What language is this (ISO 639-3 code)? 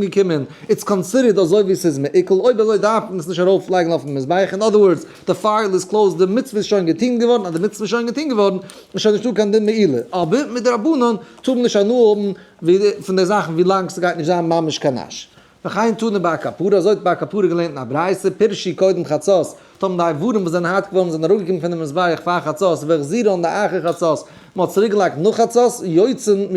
yid